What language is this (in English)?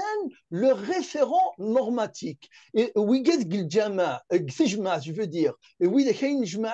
Kabyle